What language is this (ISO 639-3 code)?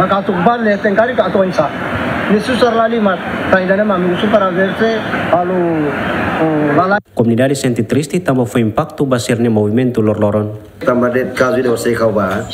tet